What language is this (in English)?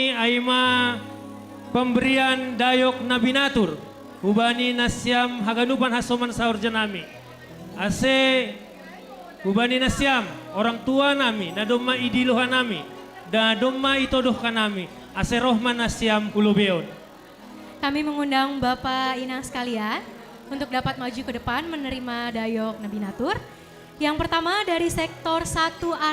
Batak Simalungun